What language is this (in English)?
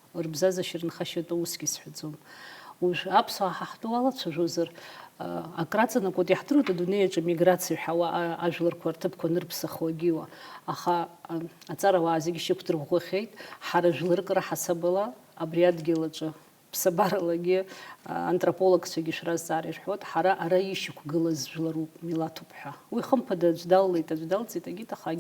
Abkhazian